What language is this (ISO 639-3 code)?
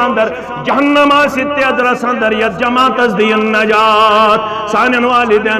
kas